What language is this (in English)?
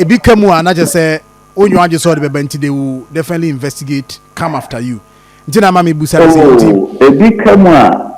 Akan